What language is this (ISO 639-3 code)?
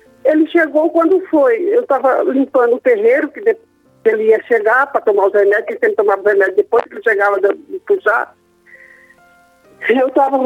por